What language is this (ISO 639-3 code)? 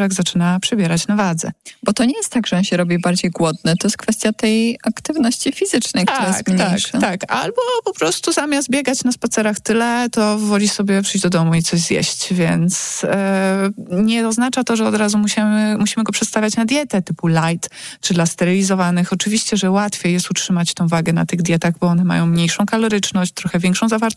pol